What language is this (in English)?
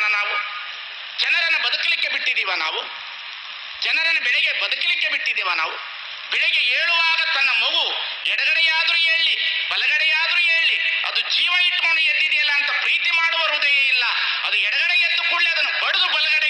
Kannada